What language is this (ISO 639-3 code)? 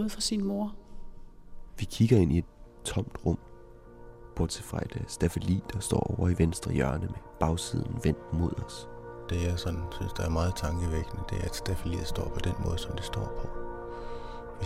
dan